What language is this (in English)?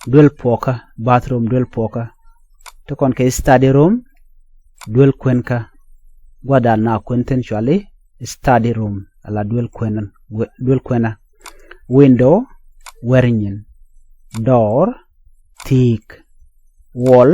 Nuer